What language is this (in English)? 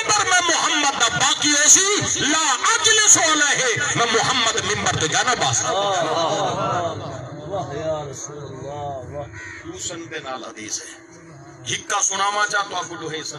Saraiki